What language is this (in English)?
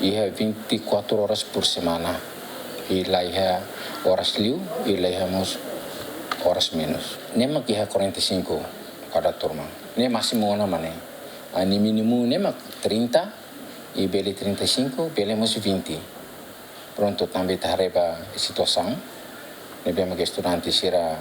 Tetum